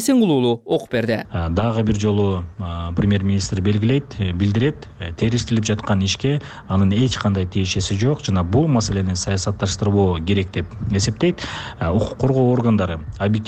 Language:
Kyrgyz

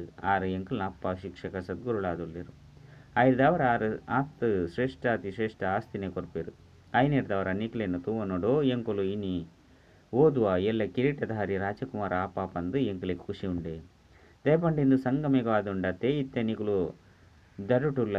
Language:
Tulu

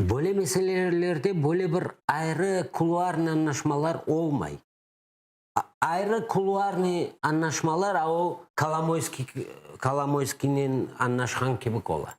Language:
Crimean Tatar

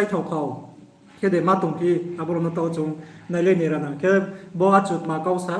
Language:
Riang (India)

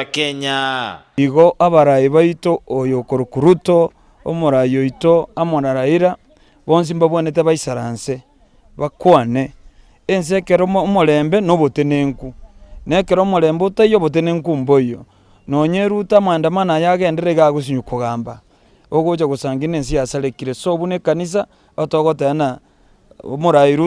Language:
Gusii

